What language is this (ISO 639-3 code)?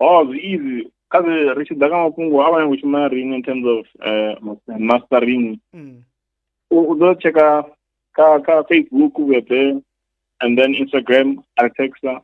ven